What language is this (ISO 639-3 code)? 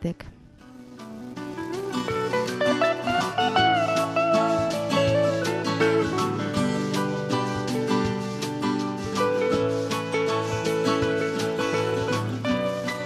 eus